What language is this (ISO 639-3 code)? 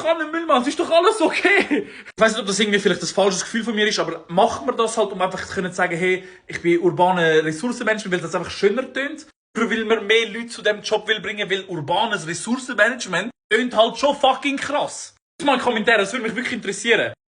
gsw